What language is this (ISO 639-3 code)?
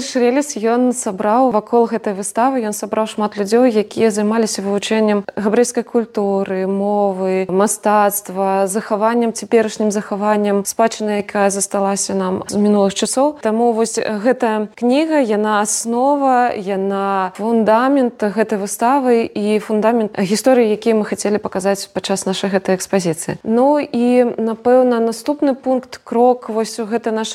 bel